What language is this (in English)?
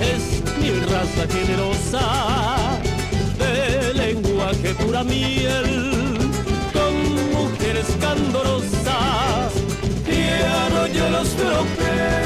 Guarani